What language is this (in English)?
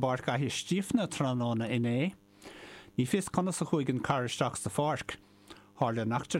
Irish